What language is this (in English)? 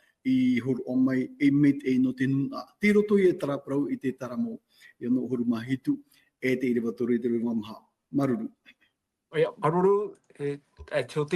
Tahitian